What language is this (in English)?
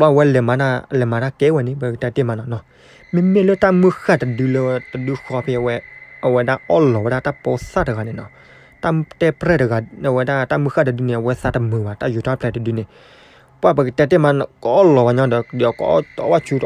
S'gaw Karen